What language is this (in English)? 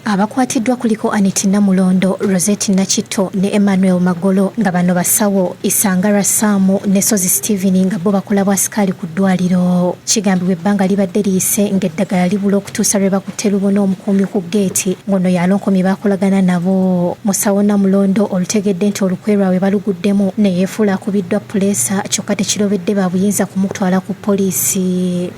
Ganda